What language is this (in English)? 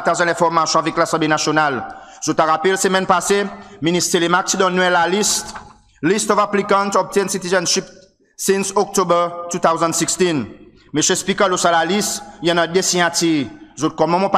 Seselwa Creole French